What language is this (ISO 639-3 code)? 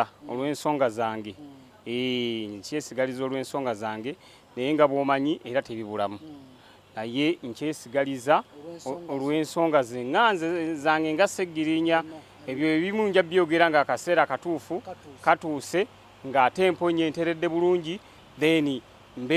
lug